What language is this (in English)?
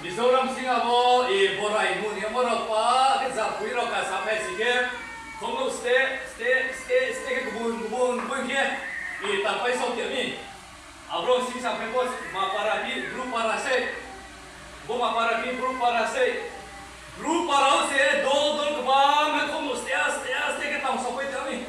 Riang (India)